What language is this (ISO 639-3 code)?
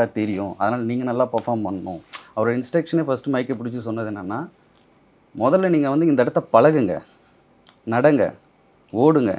tam